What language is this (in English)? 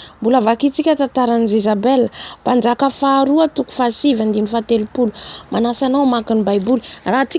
Malagasy